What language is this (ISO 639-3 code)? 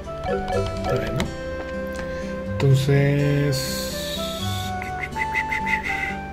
spa